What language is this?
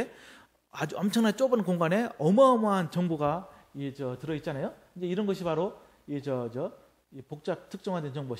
Korean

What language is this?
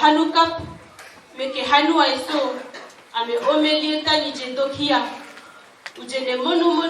Dehu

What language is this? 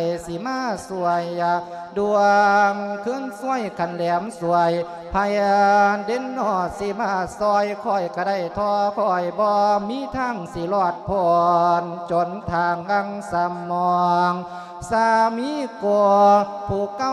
Lao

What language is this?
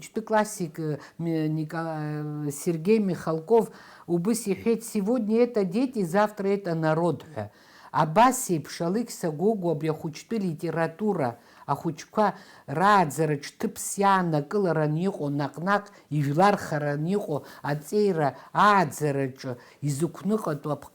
Abkhazian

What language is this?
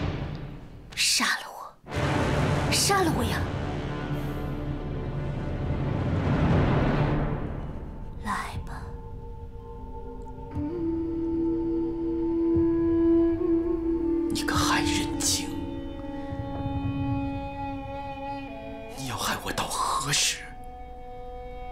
Chinese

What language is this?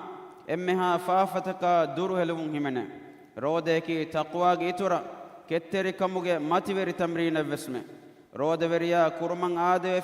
Divehi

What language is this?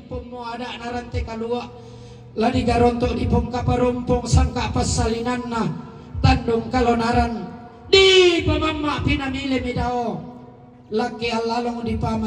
Toraja-Sa'dan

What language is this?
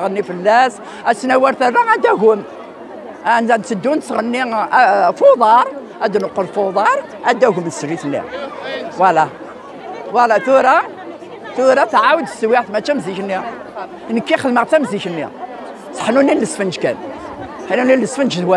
Kabyle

